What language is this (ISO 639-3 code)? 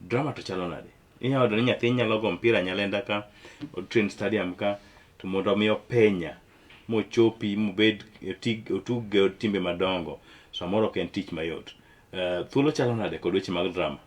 luo